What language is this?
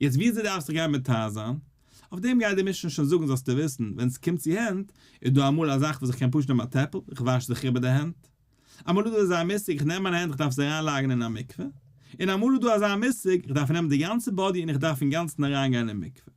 Yiddish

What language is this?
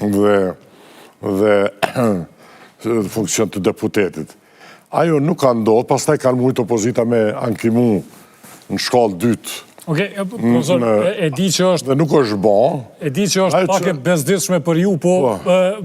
Albanian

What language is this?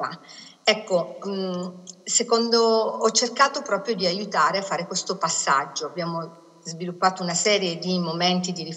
Italian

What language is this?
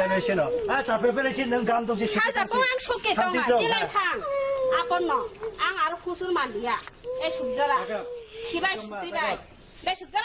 Kok Borok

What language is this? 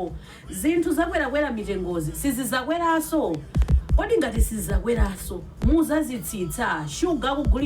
Nyanja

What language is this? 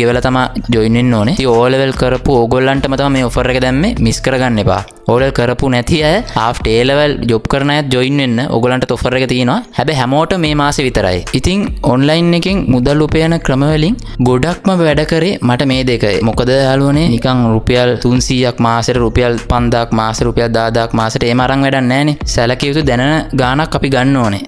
Sinhala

